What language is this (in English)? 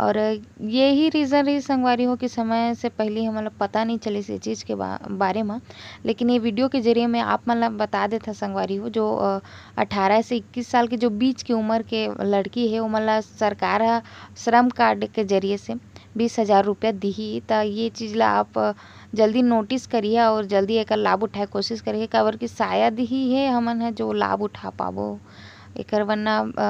Chhattisgarhi